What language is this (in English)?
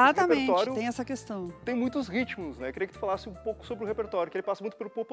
Portuguese